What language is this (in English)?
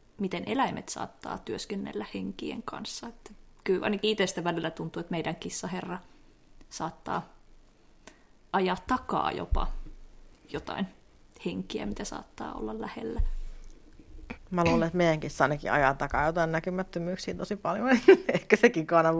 Finnish